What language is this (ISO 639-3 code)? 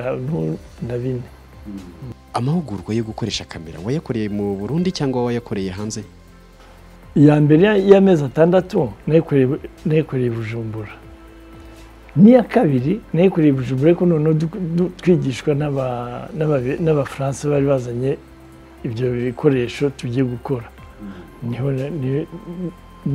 kin